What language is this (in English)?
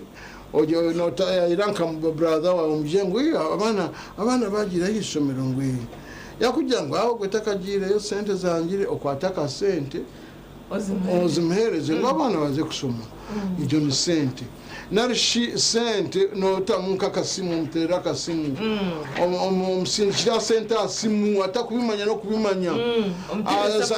Nyankole